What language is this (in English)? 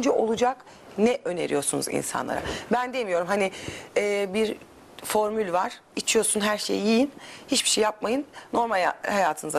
Turkish